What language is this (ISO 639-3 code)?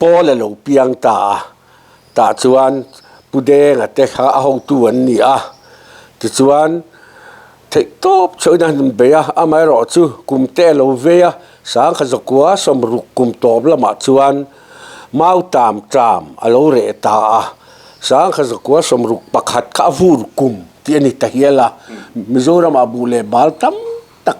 lus